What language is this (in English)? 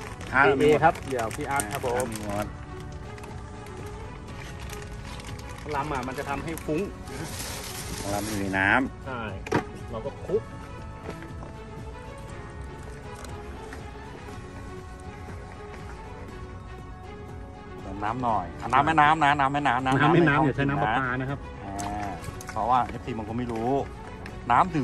Thai